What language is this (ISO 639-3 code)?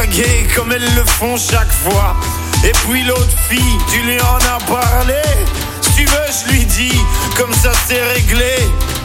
fra